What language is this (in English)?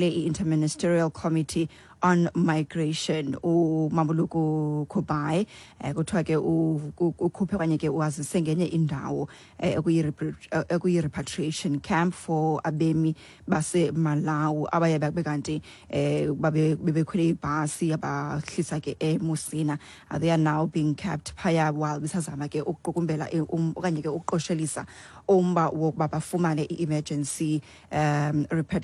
Xhosa